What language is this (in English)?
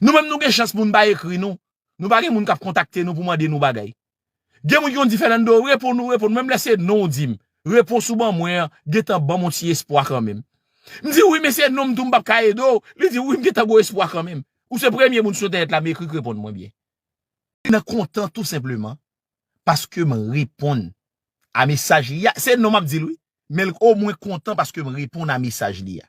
Haitian Creole